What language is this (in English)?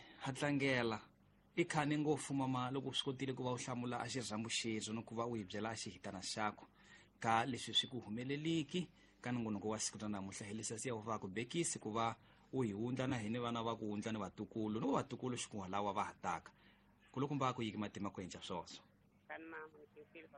Tsonga